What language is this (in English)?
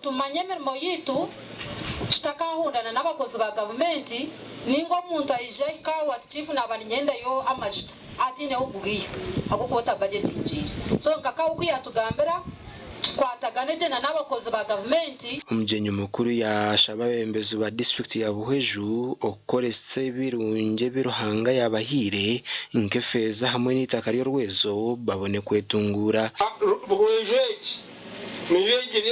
Nyankole